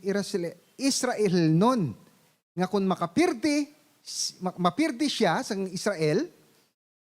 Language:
Hiligaynon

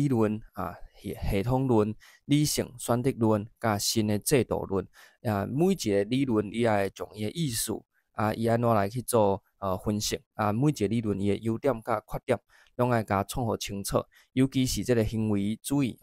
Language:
Min Nan Chinese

